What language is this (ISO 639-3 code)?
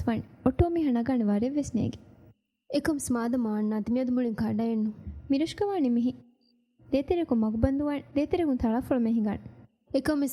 div